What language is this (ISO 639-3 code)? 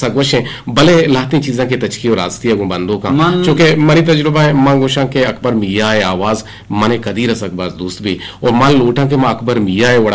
bgp